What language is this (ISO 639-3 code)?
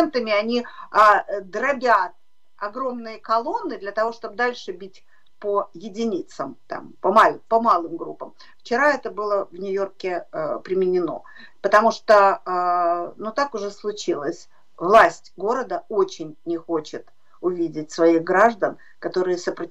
rus